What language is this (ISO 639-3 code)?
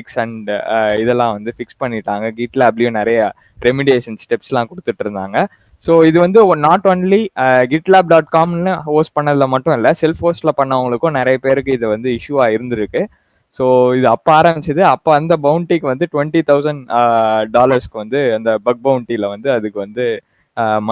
tam